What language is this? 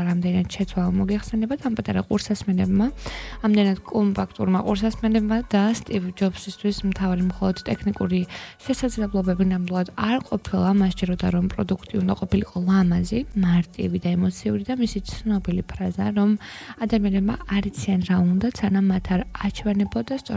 Georgian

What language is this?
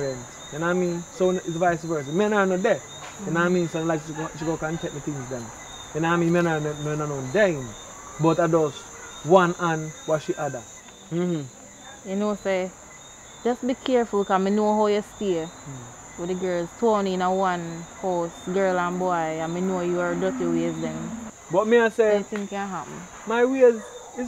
Jamaican Creole English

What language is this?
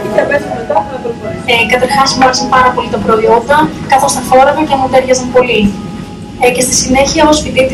Greek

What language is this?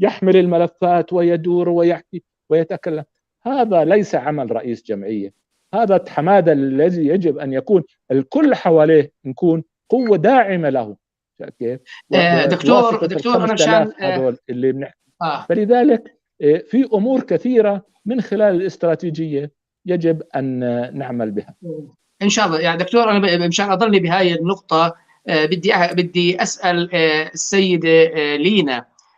North Levantine Arabic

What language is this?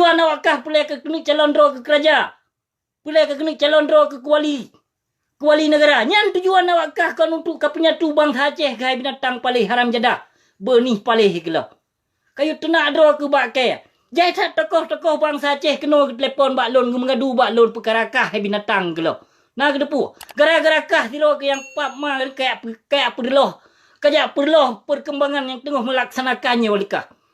Achinese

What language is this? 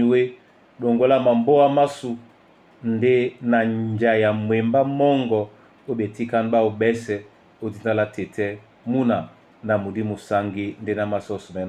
Duala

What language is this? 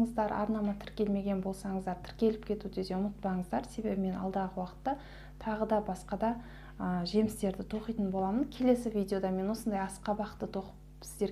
Kazakh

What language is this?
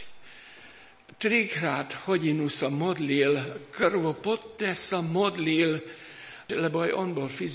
Slovak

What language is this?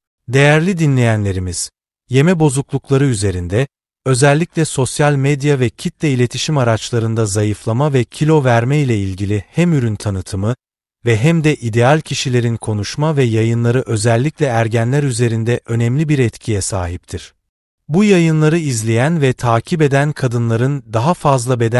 Turkish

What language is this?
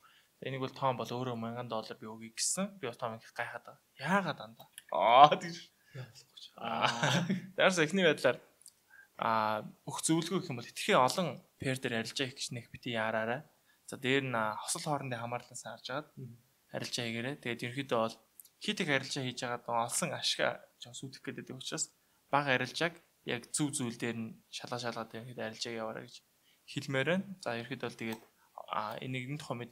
Mongolian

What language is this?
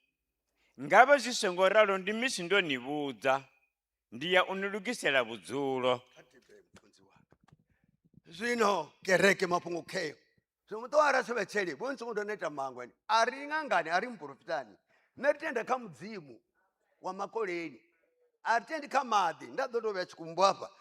Venda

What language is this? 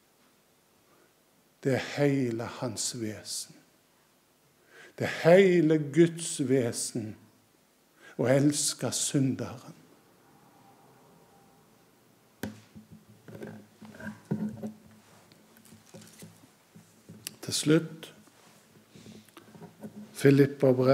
Norwegian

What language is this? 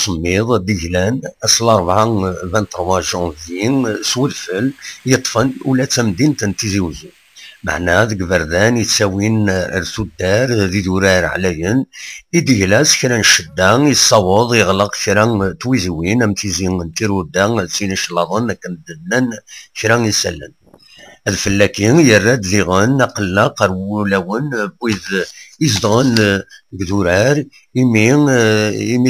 Kabyle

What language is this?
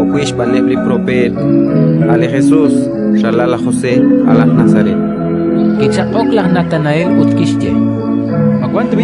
Kekchí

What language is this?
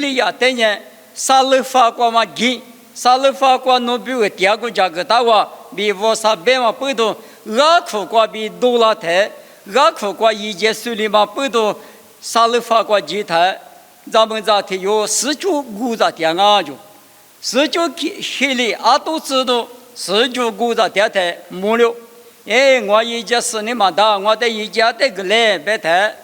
Lisu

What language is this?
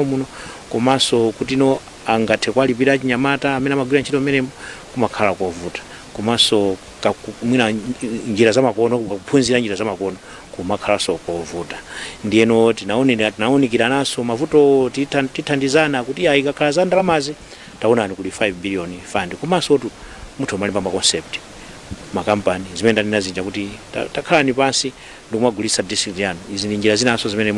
Nyanja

